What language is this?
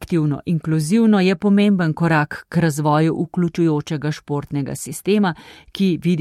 Slovenian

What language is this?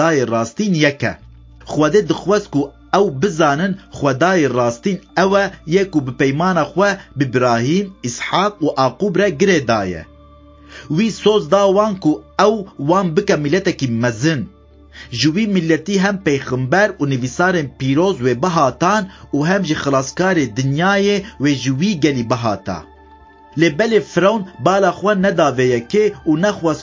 Kurdish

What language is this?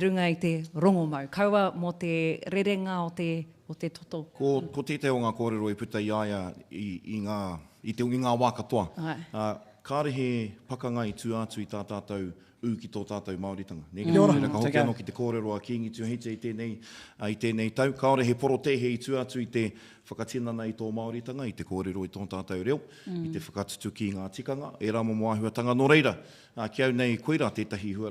Māori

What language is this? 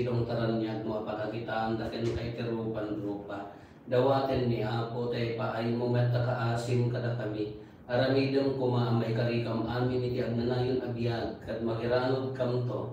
Iloko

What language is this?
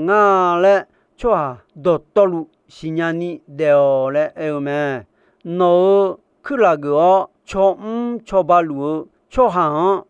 Akha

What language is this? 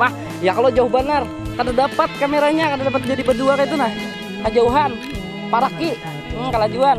Banjar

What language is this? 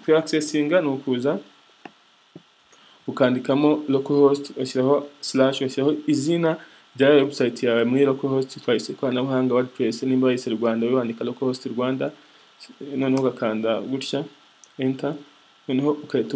Kinyarwanda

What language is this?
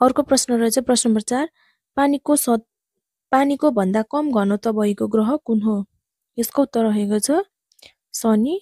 Nepali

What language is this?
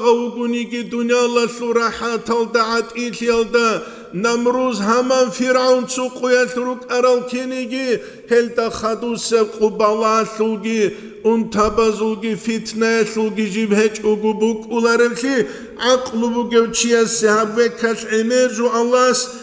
Avaric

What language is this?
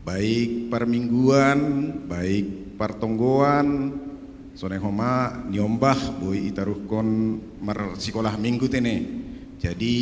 Batak Simalungun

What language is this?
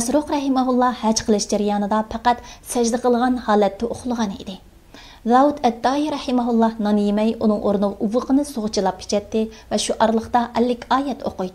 Uyghur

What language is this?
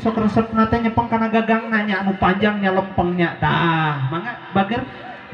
Sundanese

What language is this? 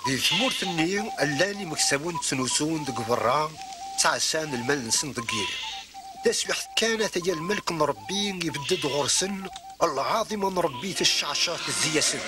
Kabyle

